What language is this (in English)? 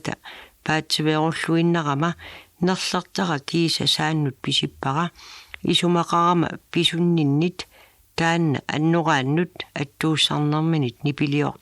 Kalaallisut